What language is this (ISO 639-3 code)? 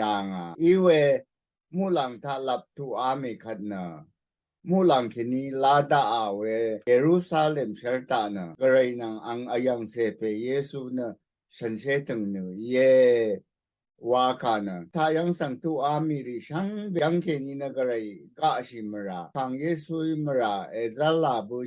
raw